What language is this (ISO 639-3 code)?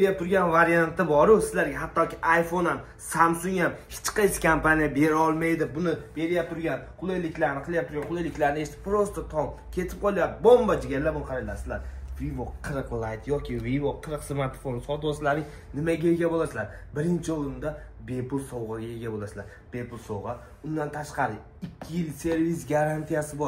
uzb